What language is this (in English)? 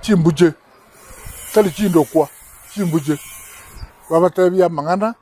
Gusii